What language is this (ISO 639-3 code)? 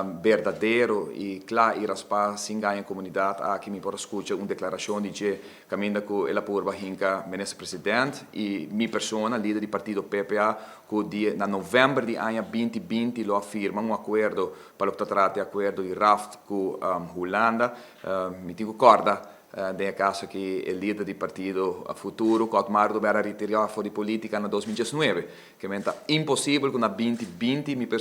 pap